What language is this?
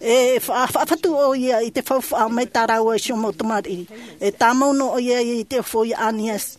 Tahitian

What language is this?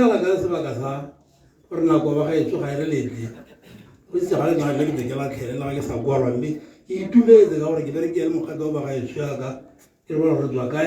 Tswana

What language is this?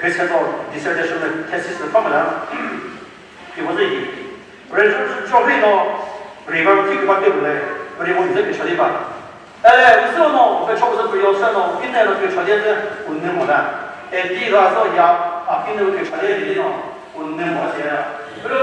Chokri Naga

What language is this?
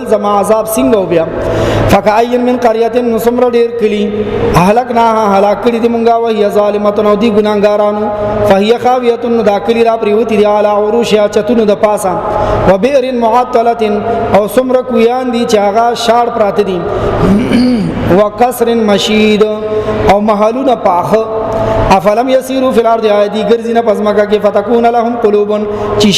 Pashto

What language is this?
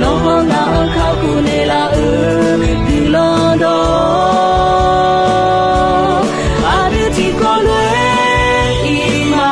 Akha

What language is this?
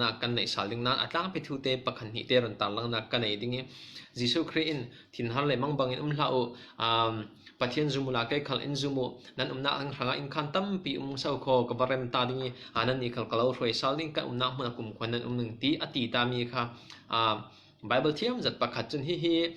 Falam Chin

